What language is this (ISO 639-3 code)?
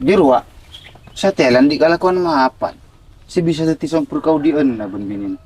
mad